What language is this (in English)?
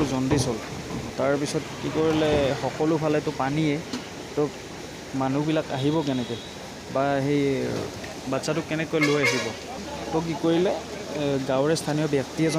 Assamese